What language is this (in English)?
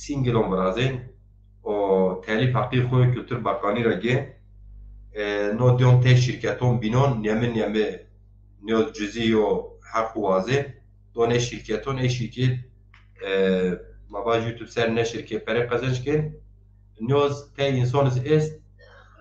Zaza